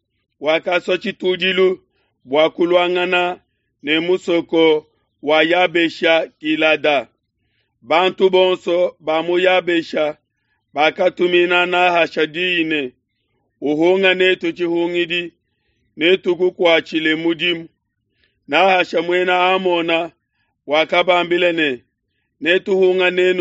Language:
Luba-Lulua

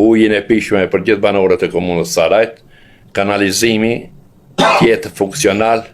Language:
Albanian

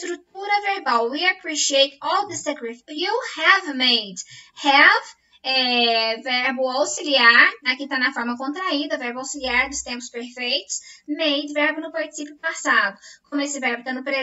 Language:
Portuguese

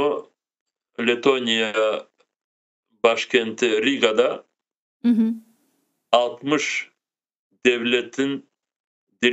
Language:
Crimean Tatar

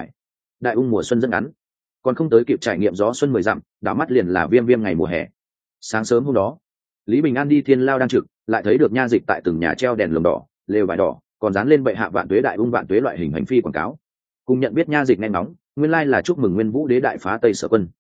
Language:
Vietnamese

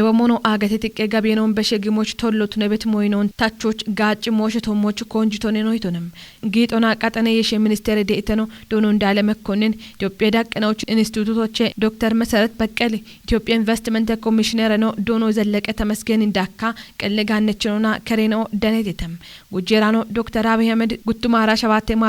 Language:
Kafa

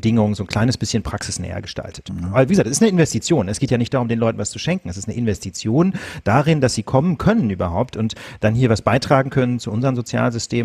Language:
German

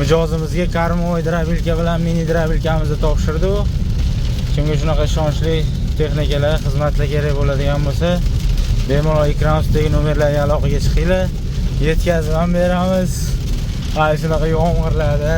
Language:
Uzbek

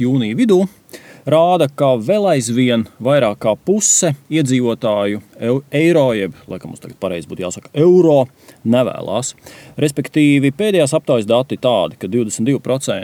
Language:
Latvian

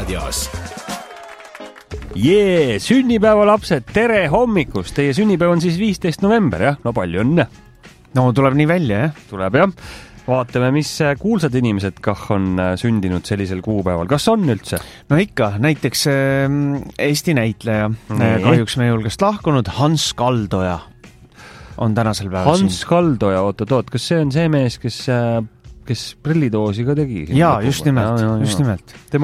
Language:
Estonian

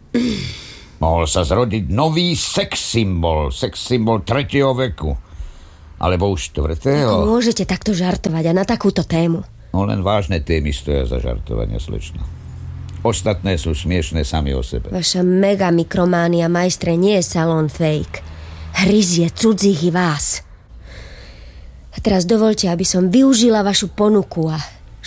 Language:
Slovak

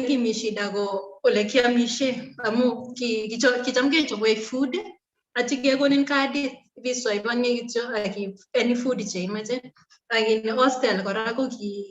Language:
Kalenjin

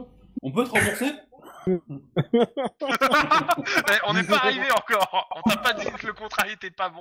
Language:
French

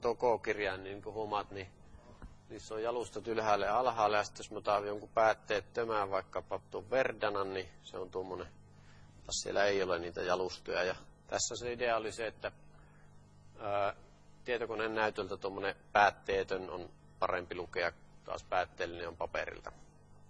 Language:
Finnish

